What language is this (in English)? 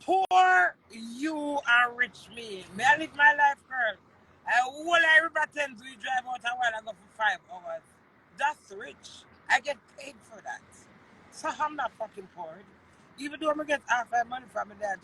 Jamaican Creole English